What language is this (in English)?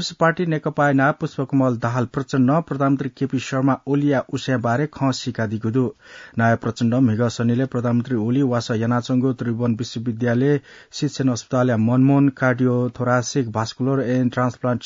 Newari